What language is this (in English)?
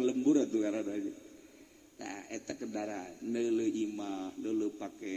Sundanese